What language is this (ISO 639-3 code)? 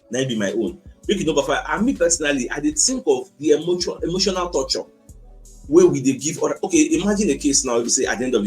pcm